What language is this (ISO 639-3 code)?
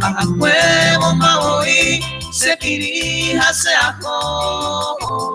grn